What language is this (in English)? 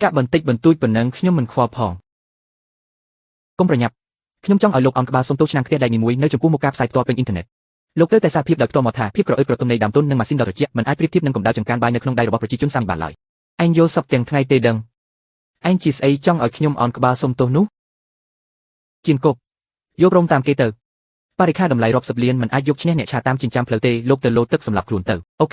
Khmer